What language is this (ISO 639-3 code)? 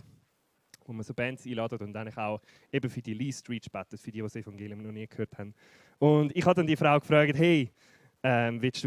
gsw